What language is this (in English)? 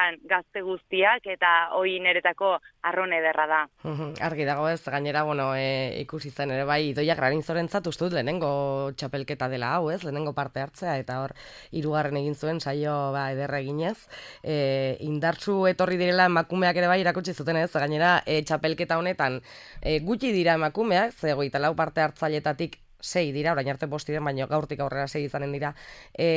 Basque